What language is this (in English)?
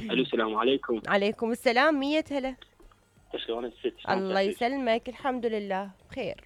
Mesopotamian Arabic